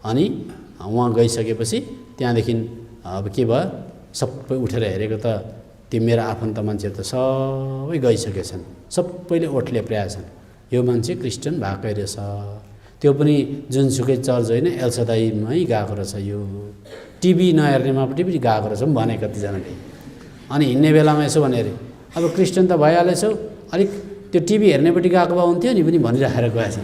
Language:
Nepali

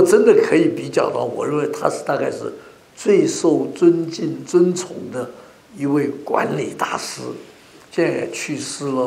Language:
Chinese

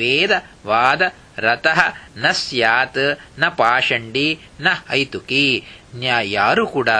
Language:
Kannada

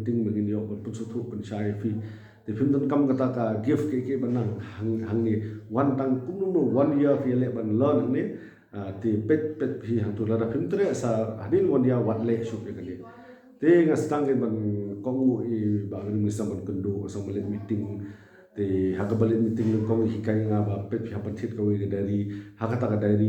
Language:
Khasi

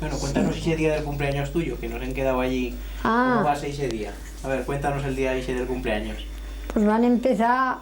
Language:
Aragonese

